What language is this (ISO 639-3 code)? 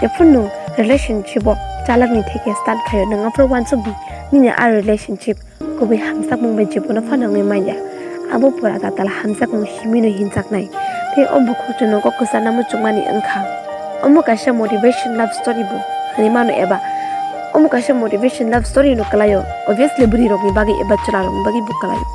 trp